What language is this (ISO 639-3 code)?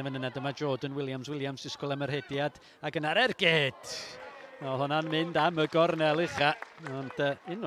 cym